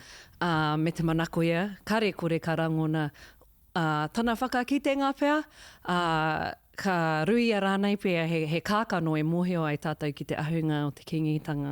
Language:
Māori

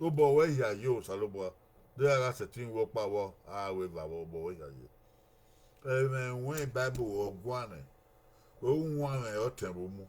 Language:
Bini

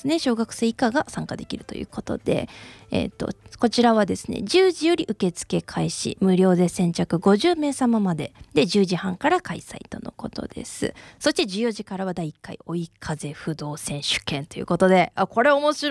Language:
Japanese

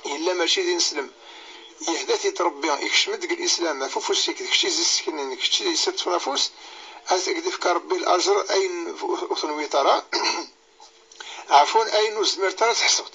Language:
Kabyle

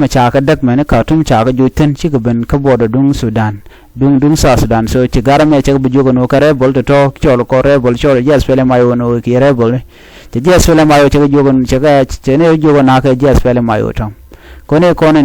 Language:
Nuer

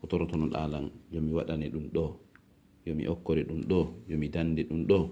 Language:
Fula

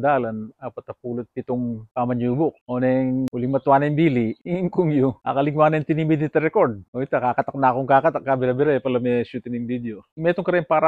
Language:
Pampanga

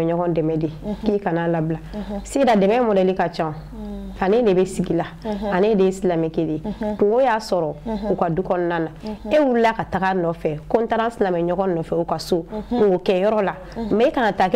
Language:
Bambara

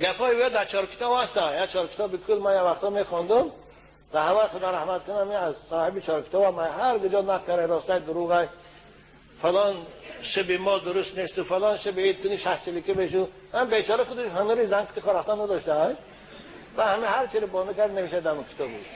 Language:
Persian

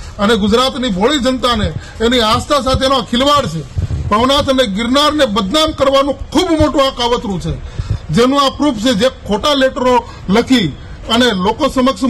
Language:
Gujarati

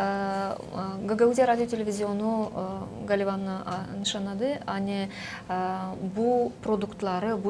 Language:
Gagauz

